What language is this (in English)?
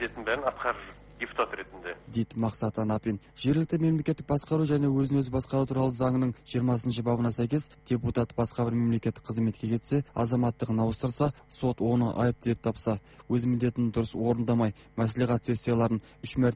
Kazakh